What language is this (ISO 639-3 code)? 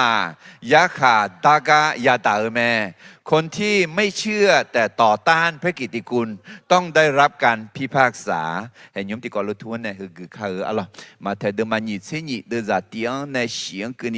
ahk